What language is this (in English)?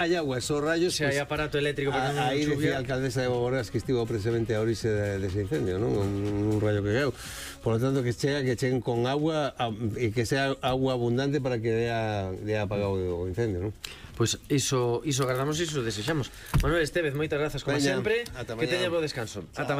Galician